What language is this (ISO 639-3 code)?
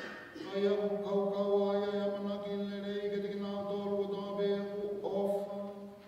ton